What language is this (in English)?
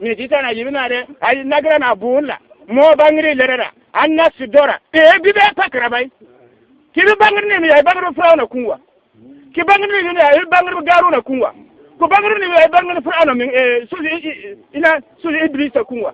Bissa